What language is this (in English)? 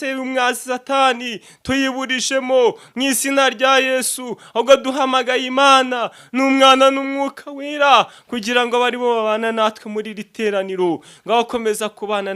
Kinyarwanda